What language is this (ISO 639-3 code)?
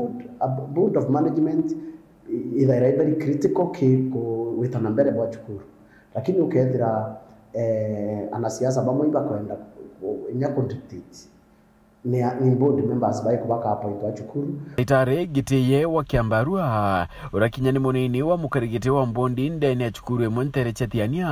mer